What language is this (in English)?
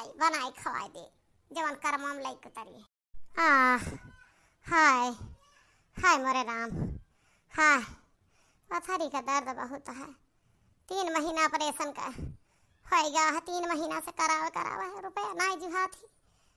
Awadhi